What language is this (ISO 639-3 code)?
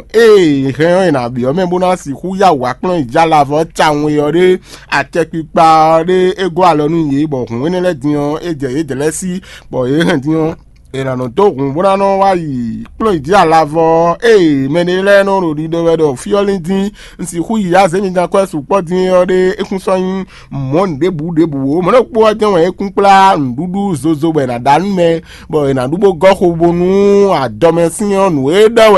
fon